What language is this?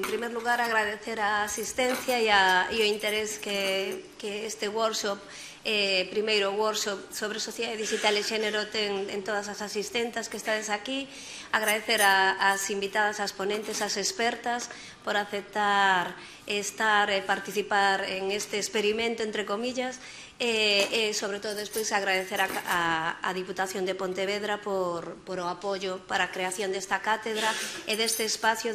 Galician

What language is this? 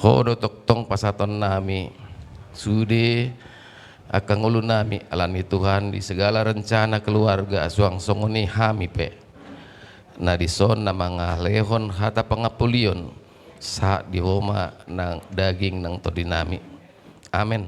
Batak Toba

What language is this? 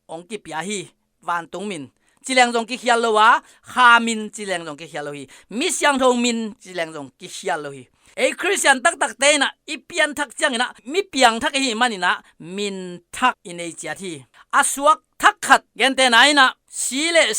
Tedim Chin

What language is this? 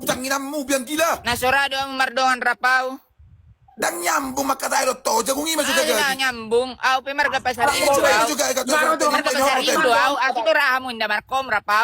Batak Toba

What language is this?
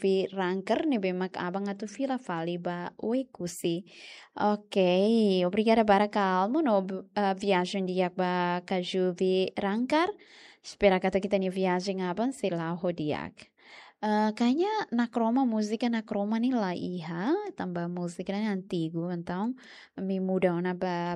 Tetum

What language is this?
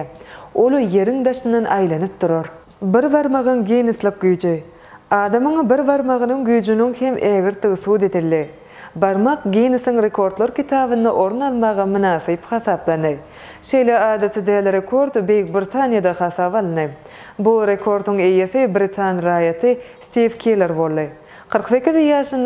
Turkmen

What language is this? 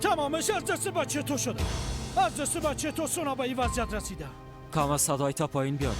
Persian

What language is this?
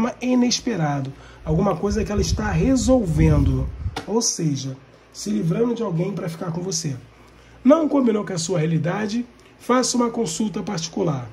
Portuguese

